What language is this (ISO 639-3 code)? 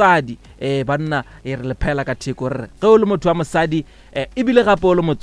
nso